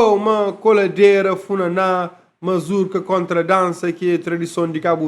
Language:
Kabuverdianu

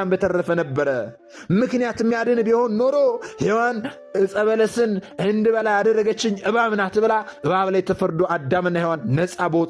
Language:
Amharic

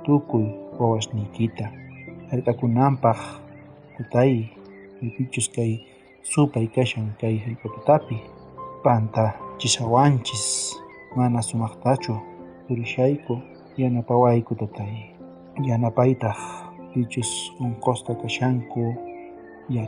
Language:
South Bolivian Quechua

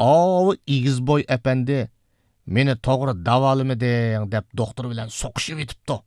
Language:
Uyghur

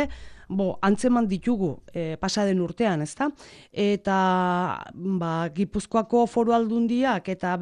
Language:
Basque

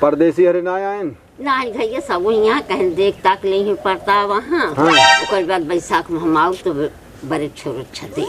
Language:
Awadhi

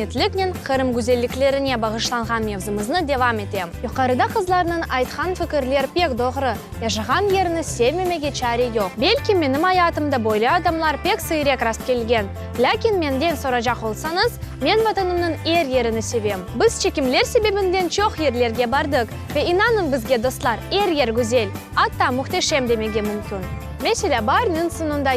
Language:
Crimean Tatar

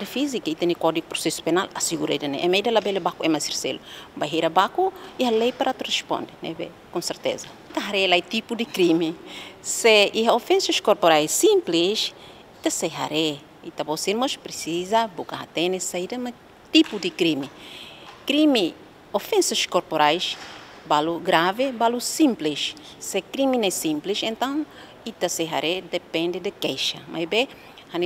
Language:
Tetum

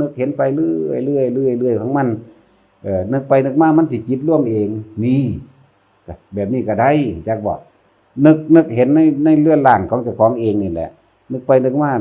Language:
Northeastern Thai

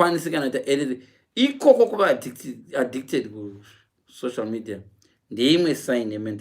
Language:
Shona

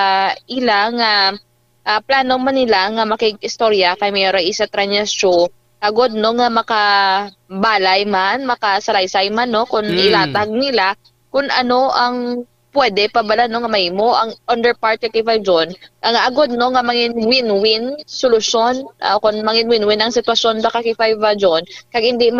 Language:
Hiligaynon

